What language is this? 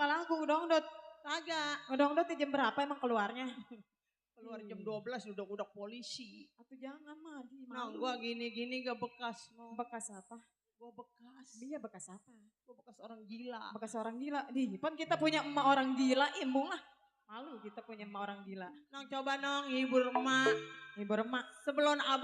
Betawi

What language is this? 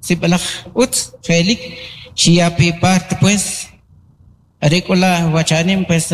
Kʼicheʼ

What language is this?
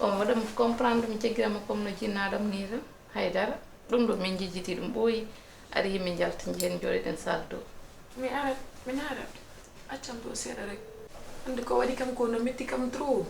Fula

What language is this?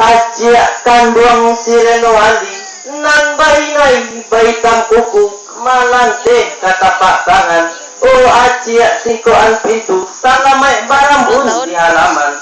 Minangkabau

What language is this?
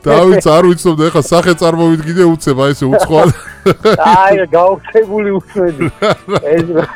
Georgian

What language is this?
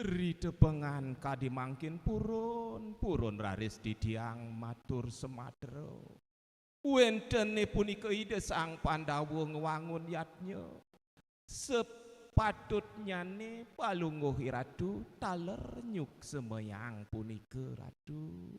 Balinese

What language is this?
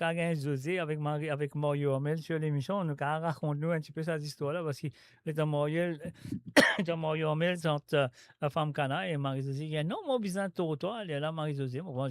Morisyen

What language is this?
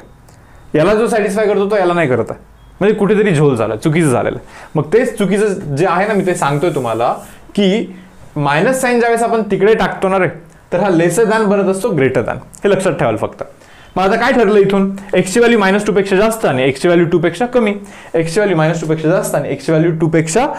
Marathi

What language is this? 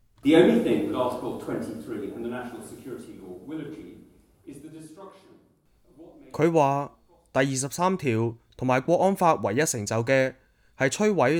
Cantonese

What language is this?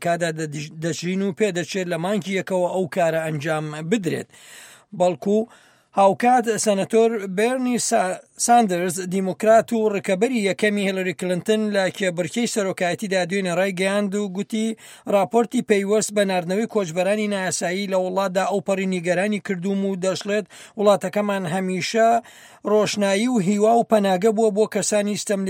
Central Kurdish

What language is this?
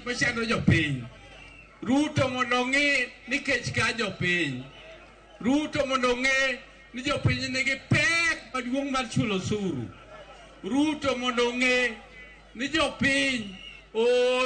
Luo (Kenya and Tanzania)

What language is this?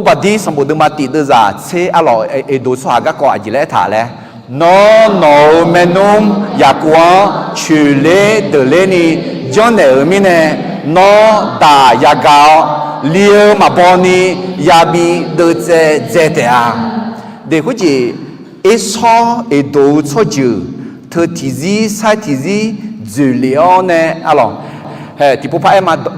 Akha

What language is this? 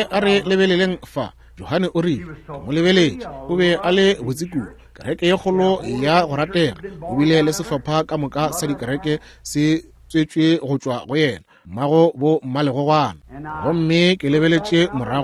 Northern Sotho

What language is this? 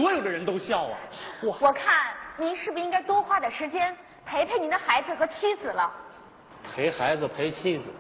Chinese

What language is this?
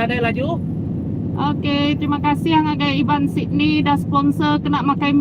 Iban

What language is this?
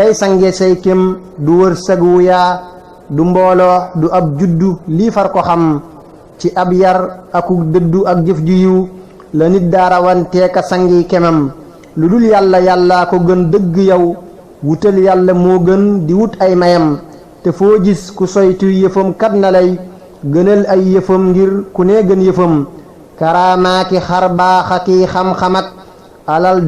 Wolof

